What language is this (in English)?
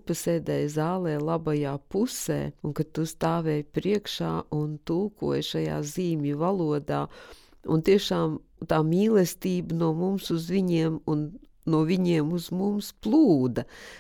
Latvian